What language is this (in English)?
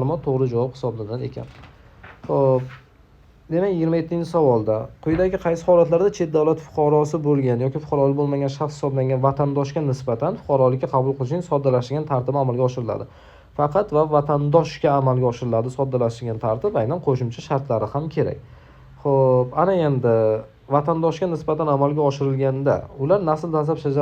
Uzbek